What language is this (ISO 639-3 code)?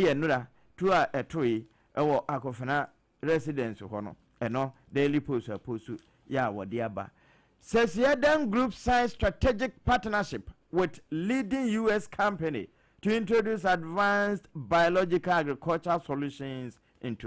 aka